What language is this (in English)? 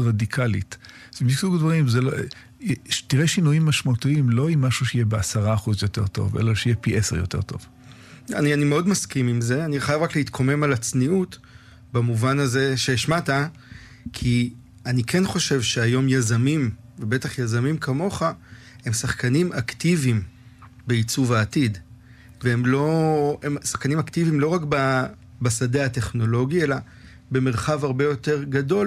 Hebrew